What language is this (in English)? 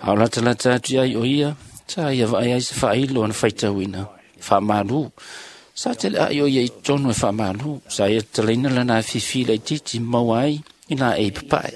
Samoan